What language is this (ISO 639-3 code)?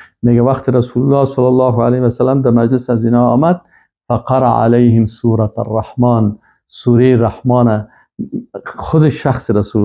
fas